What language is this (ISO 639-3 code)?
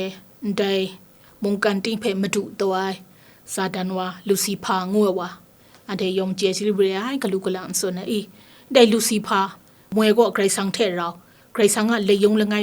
kac